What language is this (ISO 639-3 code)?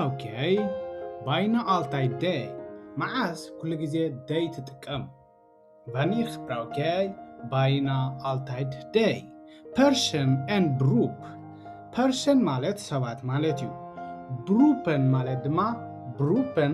tir